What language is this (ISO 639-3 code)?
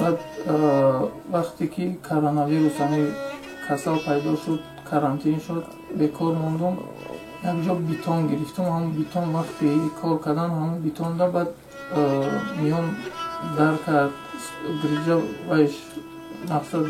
tgk